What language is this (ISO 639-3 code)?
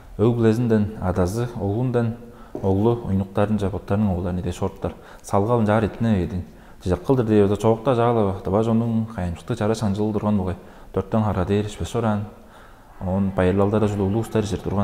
tyv